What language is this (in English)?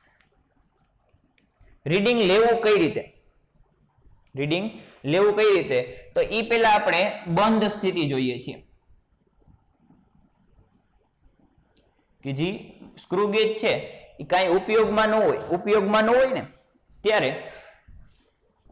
Gujarati